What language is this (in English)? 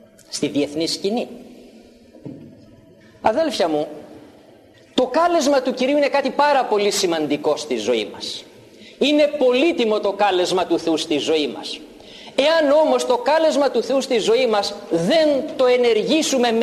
Greek